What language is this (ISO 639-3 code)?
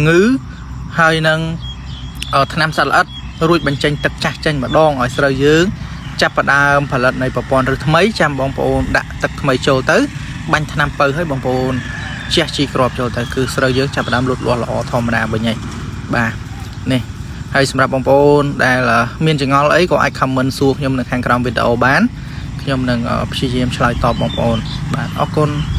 khm